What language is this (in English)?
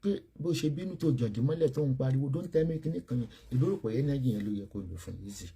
Yoruba